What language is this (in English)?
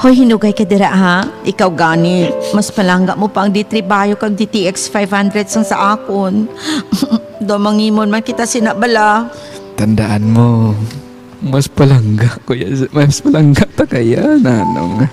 Hiligaynon